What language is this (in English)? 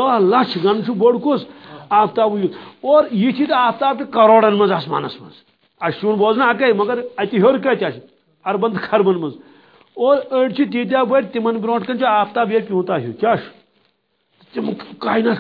Kashmiri